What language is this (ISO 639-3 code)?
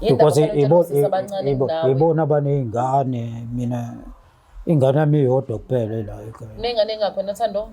zul